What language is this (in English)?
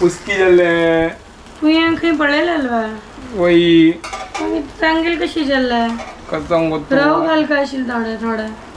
Konkani